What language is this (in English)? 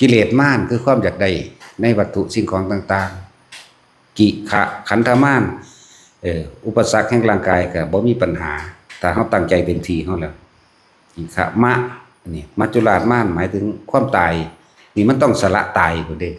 Lao